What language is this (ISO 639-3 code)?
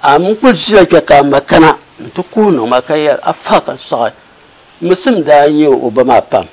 dag